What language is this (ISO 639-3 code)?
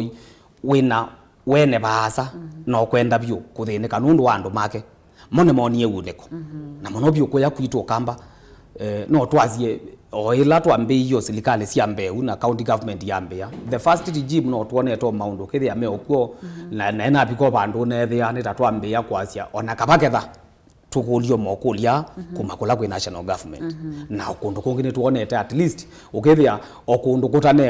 kam